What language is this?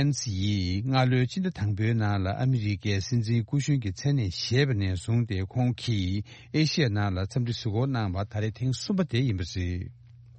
Tibetan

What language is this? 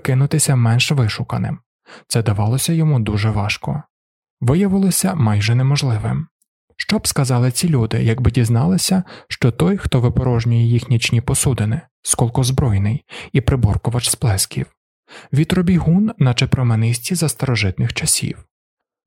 Ukrainian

